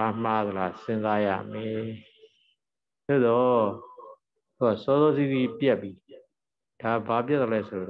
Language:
Burmese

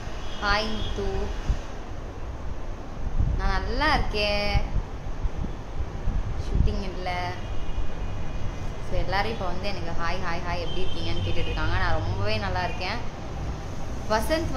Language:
Tamil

